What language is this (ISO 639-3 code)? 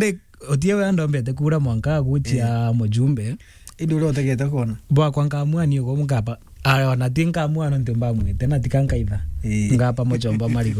mer